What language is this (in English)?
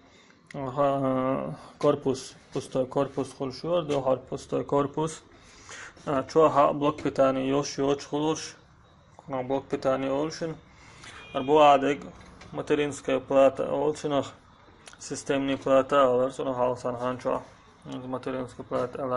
Chechen